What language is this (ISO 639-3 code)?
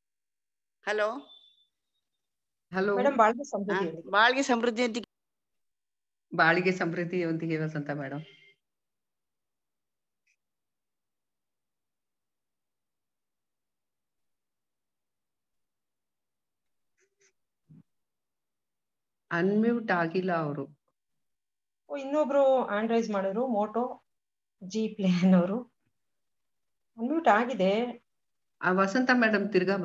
kan